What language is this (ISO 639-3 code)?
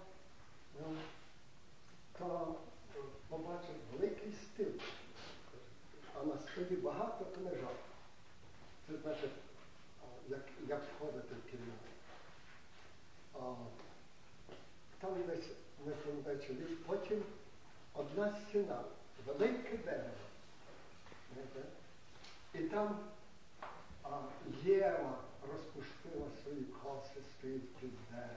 ukr